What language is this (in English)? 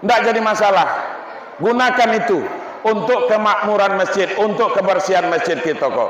Minangkabau